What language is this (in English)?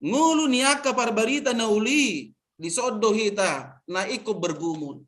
Batak Toba